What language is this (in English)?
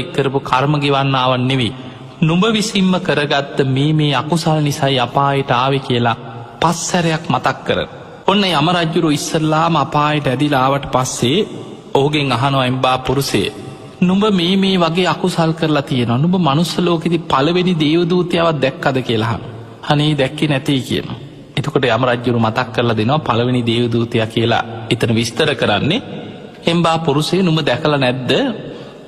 Sinhala